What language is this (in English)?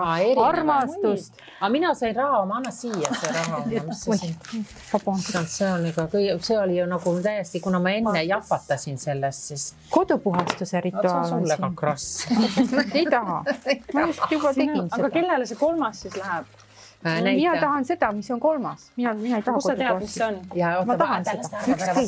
Estonian